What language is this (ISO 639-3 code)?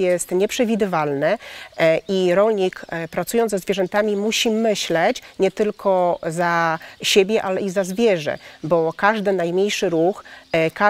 pol